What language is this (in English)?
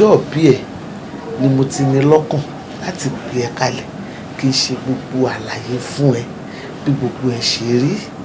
Yoruba